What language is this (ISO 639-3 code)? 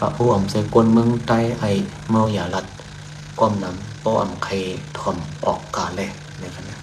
shn